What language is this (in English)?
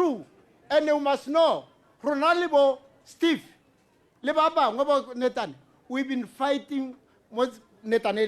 Tswana